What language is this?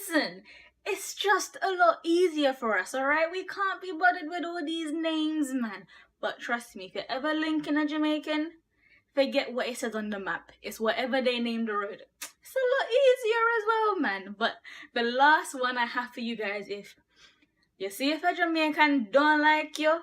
Jamaican Creole English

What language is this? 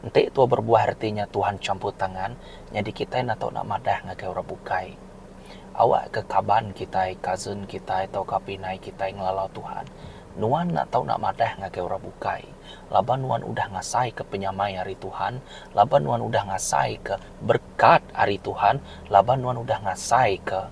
Iban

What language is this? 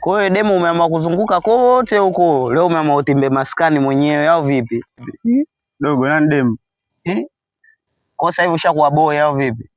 Swahili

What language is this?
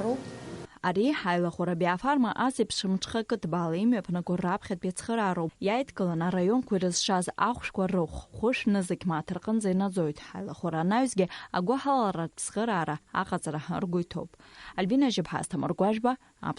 Abkhazian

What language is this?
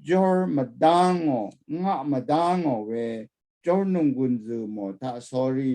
Rawang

